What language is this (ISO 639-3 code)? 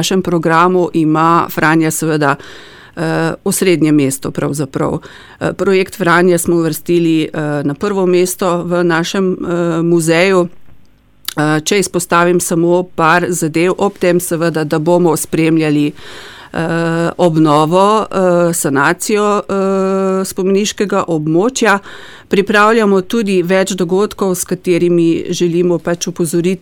slv